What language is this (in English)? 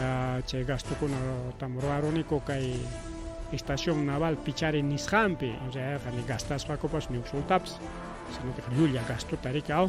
Ayacucho Quechua